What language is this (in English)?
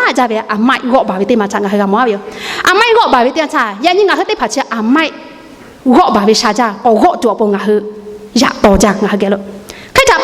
Lahu